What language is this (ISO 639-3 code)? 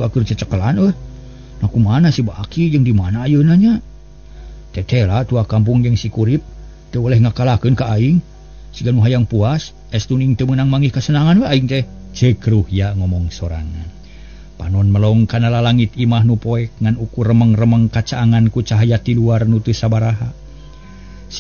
sun